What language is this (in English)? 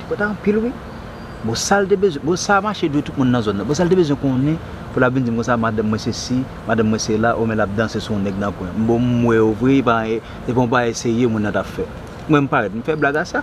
Haitian Creole